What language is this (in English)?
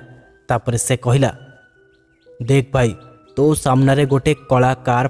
Odia